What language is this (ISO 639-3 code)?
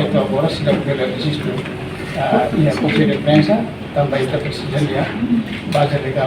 tet